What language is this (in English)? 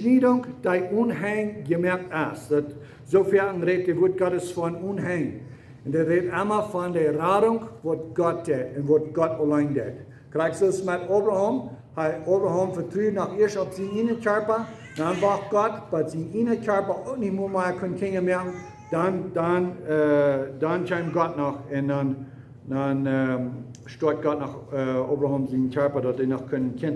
Plautdietsch